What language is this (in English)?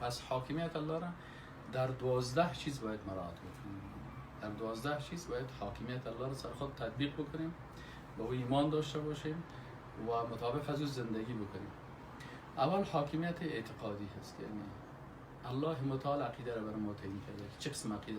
Persian